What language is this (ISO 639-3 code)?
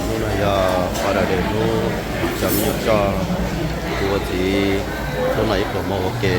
hmn